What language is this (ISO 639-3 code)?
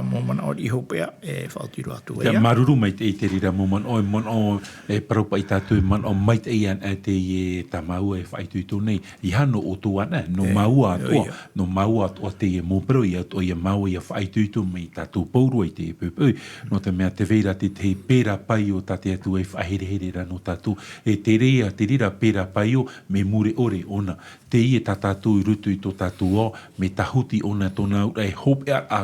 tah